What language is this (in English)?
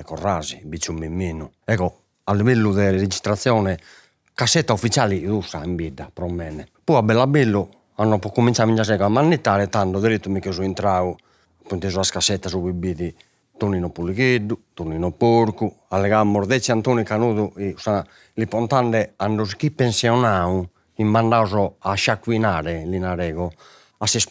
Sardinian